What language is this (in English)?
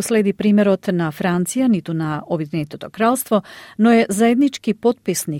Macedonian